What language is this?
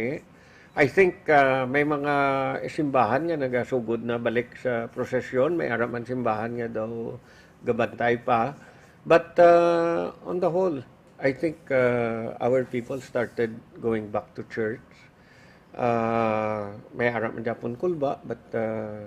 Hiligaynon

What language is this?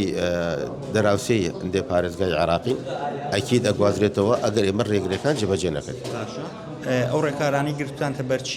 Central Kurdish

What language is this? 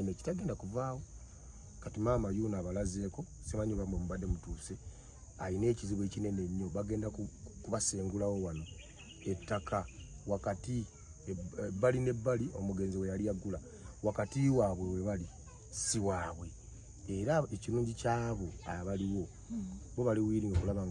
Ganda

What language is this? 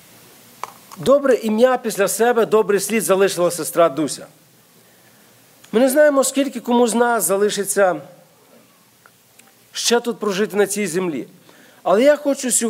Ukrainian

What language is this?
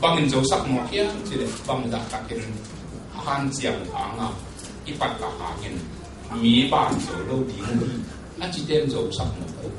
Tedim Chin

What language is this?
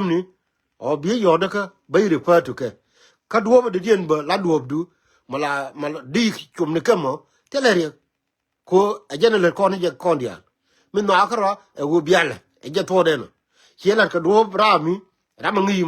Nuer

